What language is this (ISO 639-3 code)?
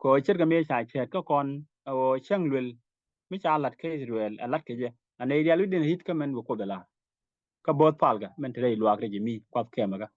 nus